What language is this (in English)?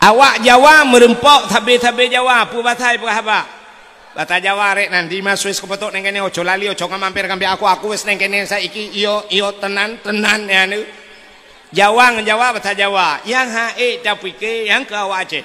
Achinese